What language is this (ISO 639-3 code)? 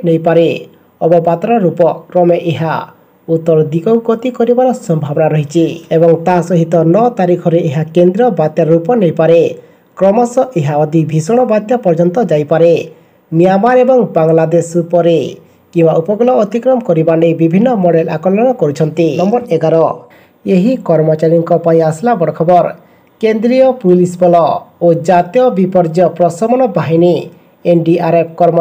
ori